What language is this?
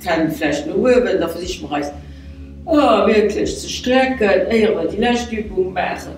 Luxembourgish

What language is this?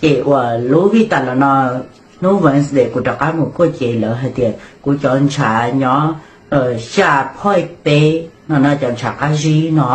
Hmong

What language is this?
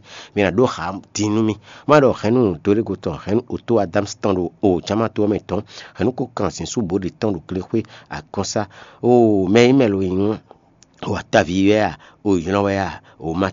Fon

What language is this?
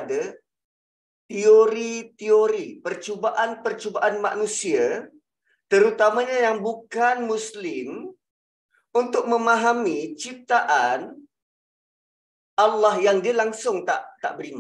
Malay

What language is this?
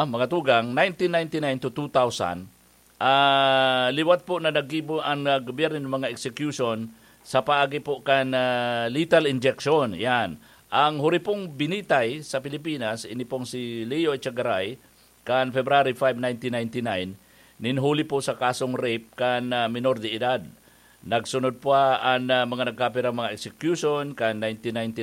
Bikol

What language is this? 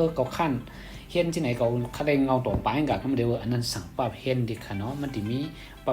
Shan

